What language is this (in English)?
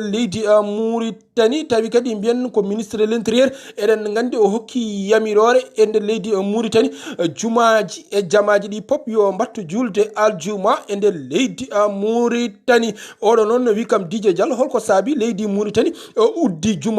Fula